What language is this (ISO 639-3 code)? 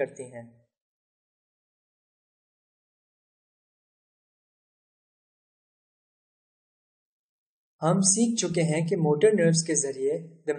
urd